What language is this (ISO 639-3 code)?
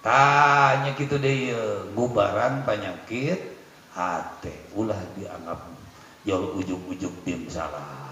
sun